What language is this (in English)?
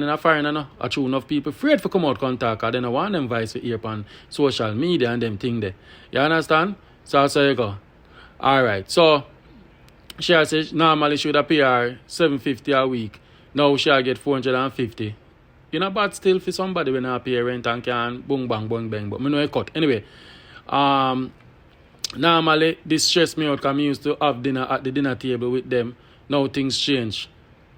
Jamaican Creole English